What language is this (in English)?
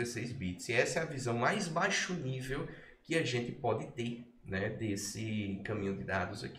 Portuguese